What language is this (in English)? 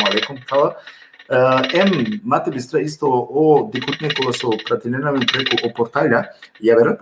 Balkan Romani